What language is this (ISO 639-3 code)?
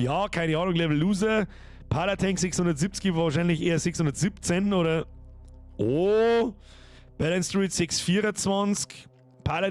bar